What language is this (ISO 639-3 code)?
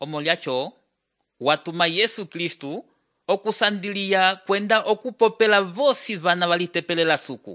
umb